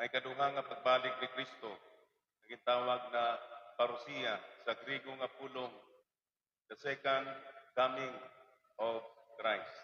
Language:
Waray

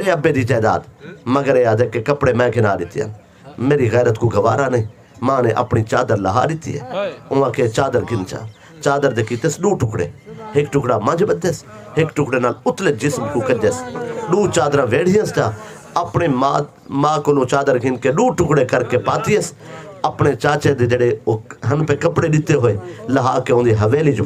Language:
Saraiki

